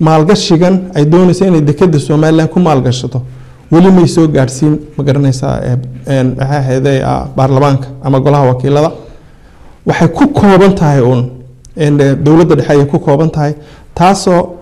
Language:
Somali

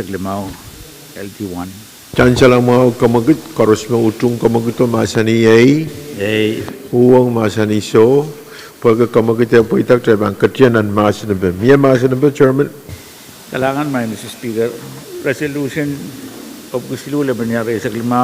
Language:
Pohnpeian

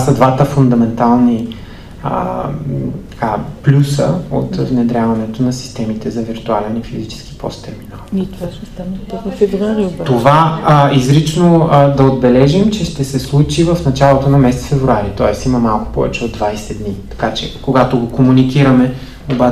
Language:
Bulgarian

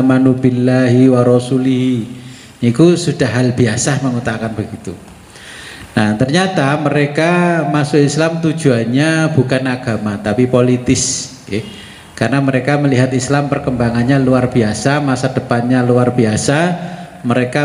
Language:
Indonesian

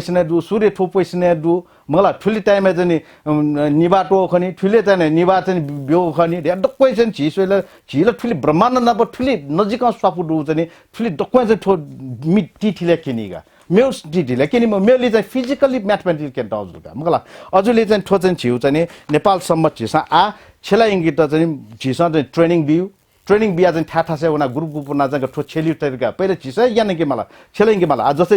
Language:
Newari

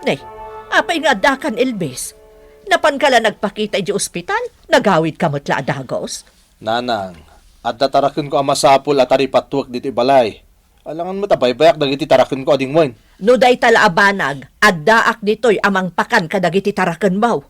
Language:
Iloko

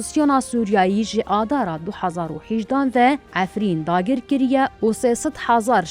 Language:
Kurdish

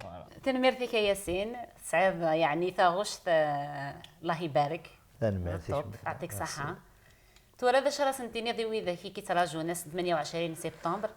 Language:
Kabyle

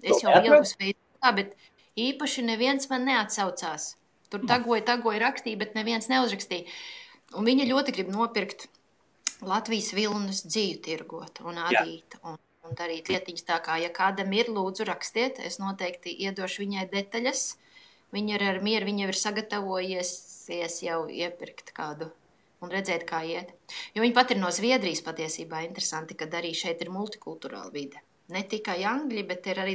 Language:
Latvian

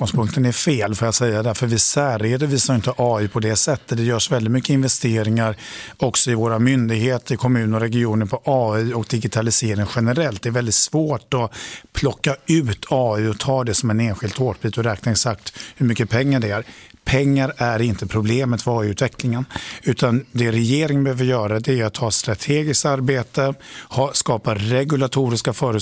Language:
Swedish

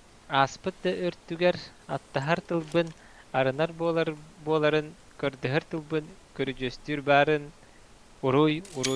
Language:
Yakut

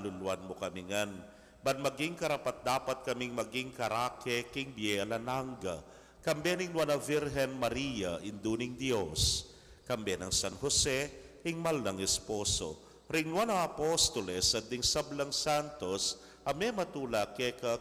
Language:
Pampanga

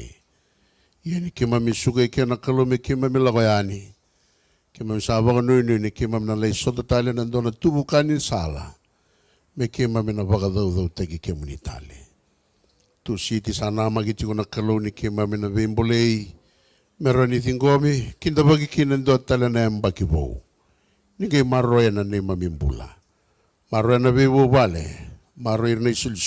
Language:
Fijian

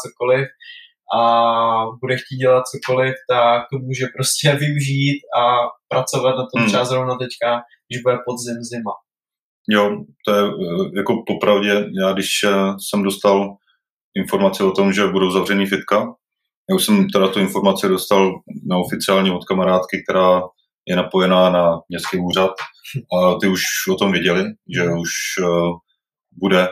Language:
Czech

